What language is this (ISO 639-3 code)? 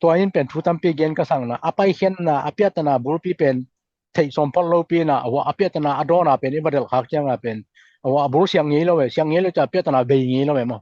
ctd